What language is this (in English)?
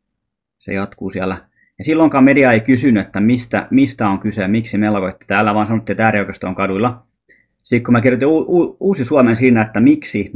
Finnish